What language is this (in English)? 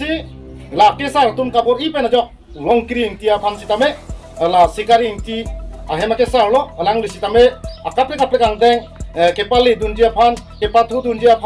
Karbi